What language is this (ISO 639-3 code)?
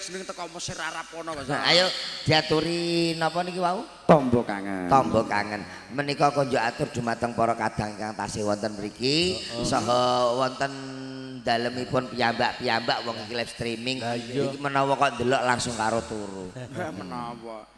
jav